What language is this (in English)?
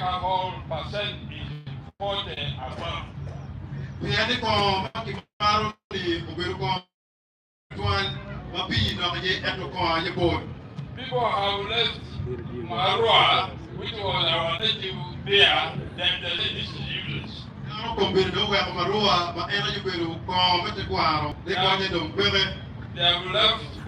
Acoli